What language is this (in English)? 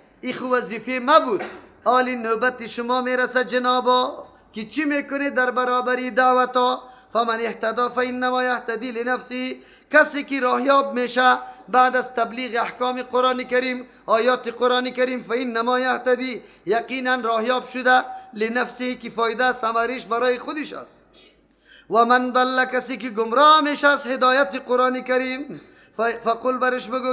Persian